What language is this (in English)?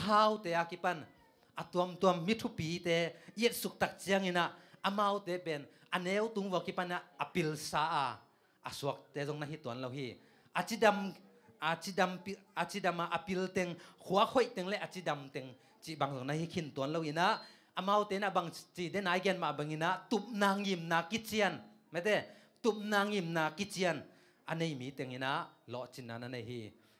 Tedim Chin